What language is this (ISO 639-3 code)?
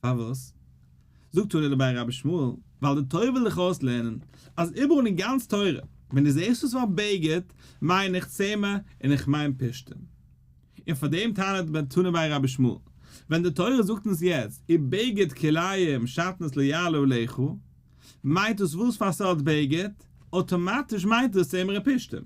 yid